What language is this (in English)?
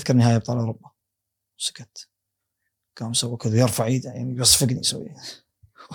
Gulf Arabic